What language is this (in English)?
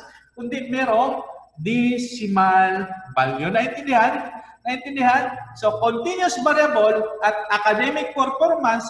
Filipino